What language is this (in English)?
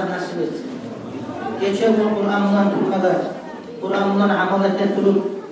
Kumyk